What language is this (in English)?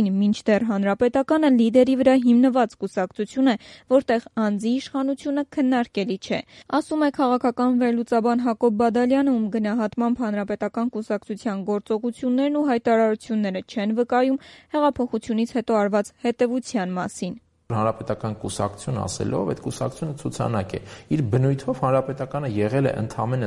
Armenian